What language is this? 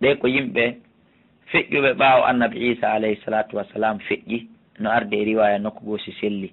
Fula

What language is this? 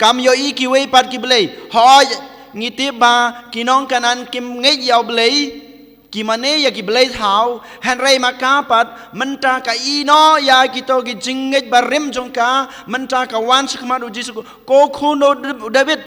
Khasi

